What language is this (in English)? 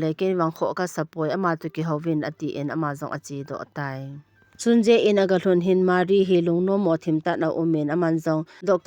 Thado Chin